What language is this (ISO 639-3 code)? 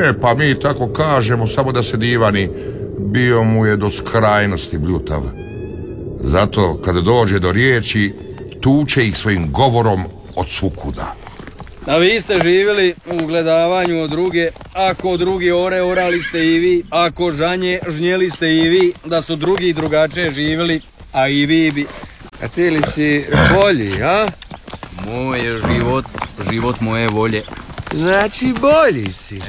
hrv